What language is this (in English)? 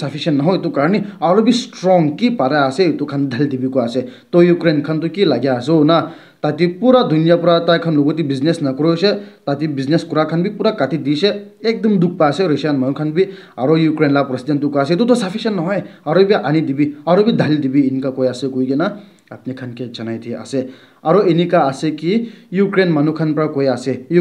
Naga Pidgin